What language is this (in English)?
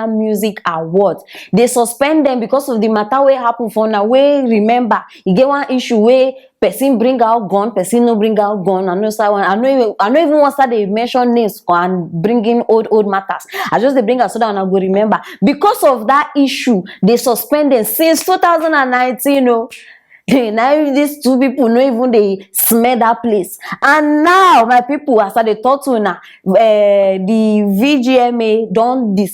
Nigerian Pidgin